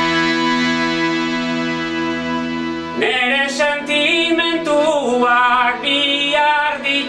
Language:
Basque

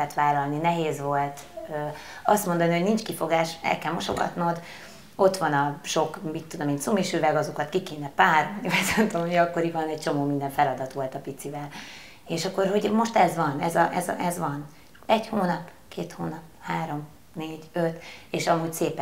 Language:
Hungarian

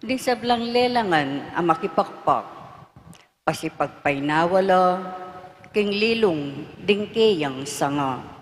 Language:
Pampanga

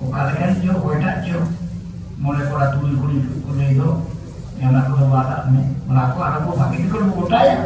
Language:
Santali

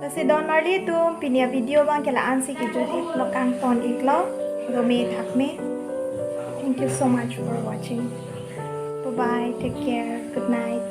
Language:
Karbi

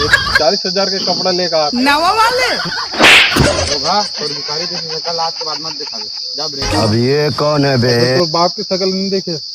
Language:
Chhattisgarhi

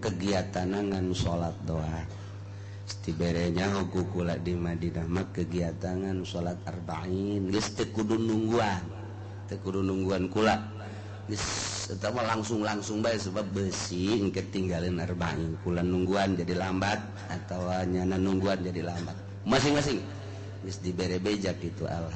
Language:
Sundanese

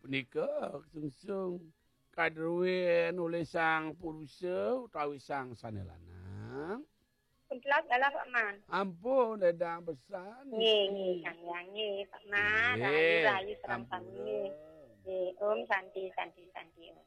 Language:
Balinese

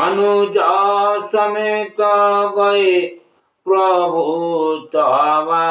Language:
Odia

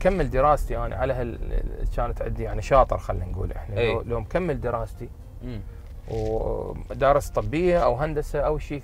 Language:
Mesopotamian Arabic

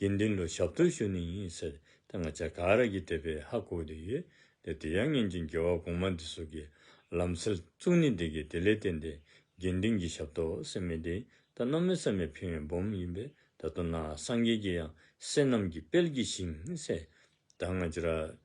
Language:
Dzongkha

